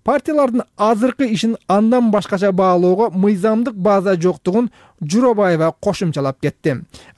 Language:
Kyrgyz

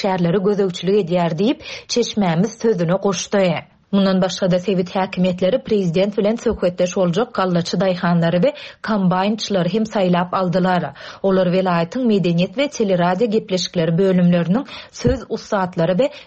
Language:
Turkmen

